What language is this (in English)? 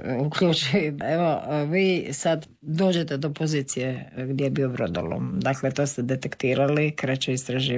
Croatian